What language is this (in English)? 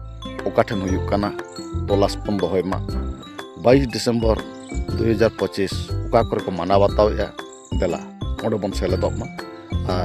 Santali